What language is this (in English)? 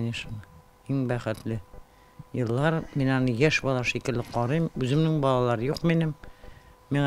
Tatar